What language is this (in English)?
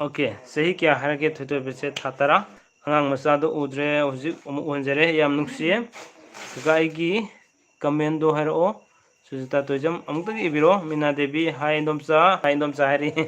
Manipuri